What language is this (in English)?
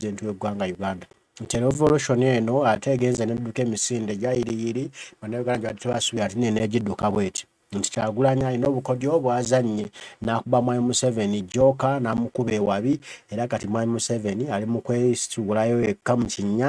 Ganda